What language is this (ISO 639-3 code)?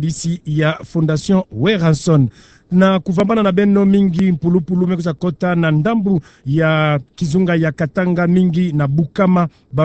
ktu